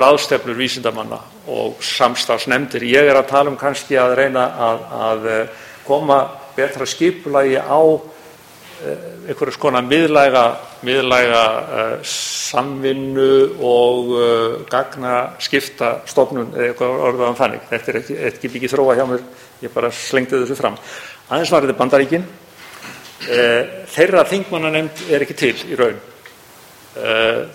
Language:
Icelandic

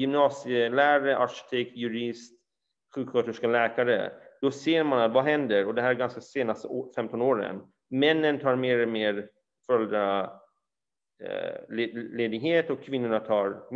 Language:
Swedish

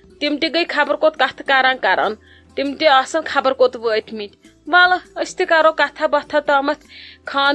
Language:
Kashmiri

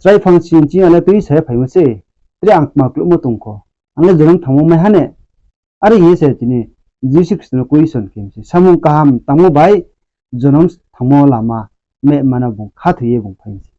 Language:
Riang (India)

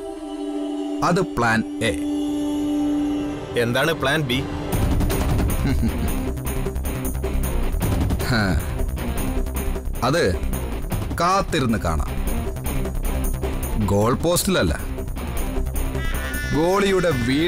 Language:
Malayalam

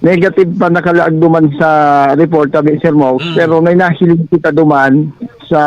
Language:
Bikol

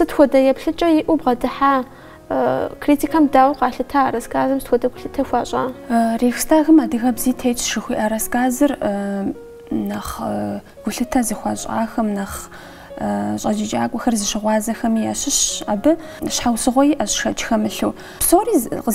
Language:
Kabardian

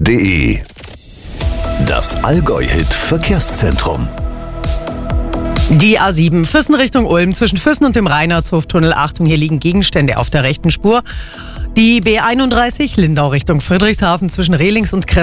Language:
German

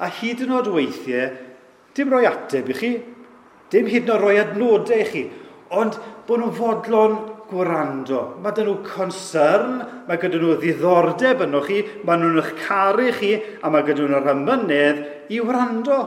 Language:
Welsh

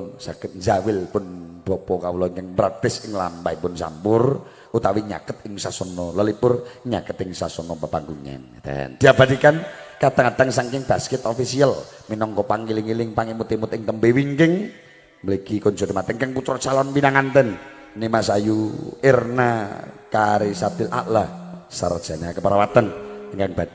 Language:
Javanese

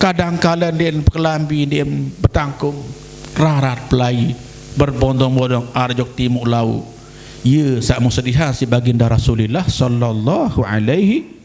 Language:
Sasak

